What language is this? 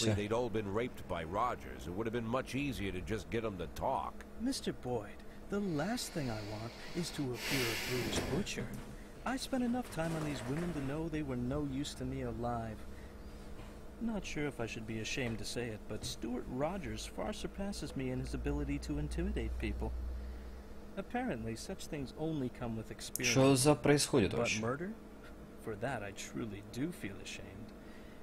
Russian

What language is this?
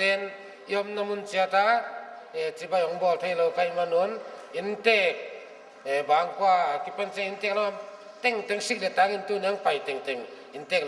Paite Chin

